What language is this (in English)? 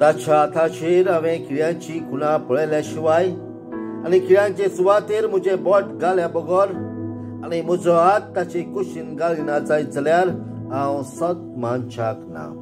Konkani